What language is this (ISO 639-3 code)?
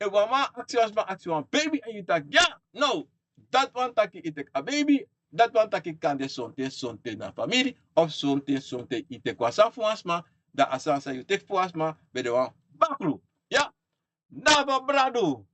srn